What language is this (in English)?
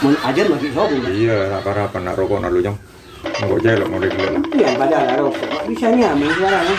Madurese